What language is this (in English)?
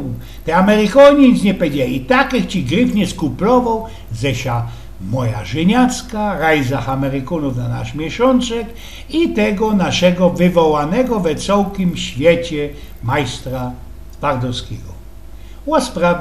Silesian